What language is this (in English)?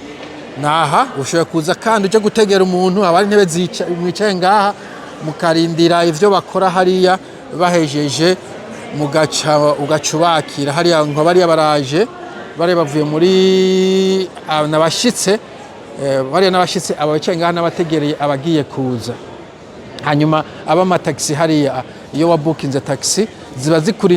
Rundi